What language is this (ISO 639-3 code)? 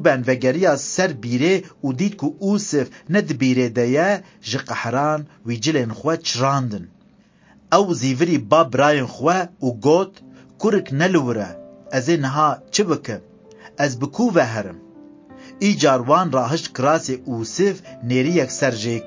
kur